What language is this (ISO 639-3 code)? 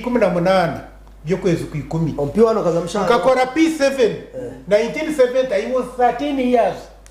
nyn